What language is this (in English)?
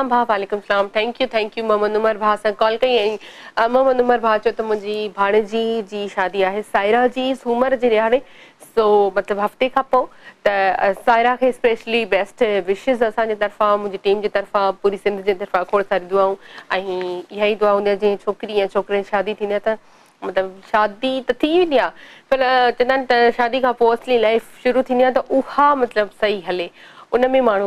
Sindhi